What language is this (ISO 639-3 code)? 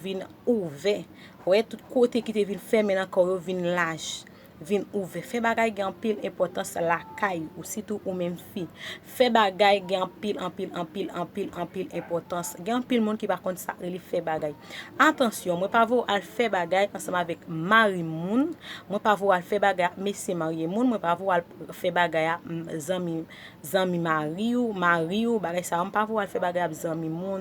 hat